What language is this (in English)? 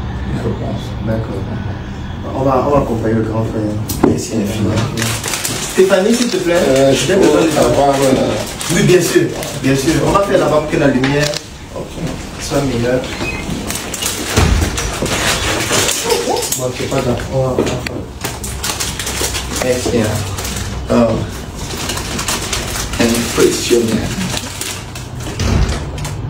French